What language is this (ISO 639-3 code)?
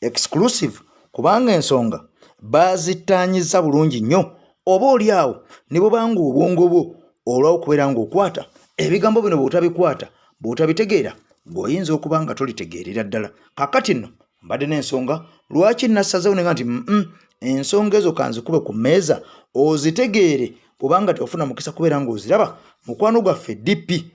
lug